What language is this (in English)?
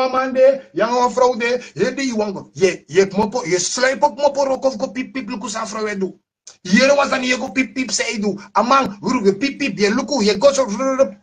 Sranan Tongo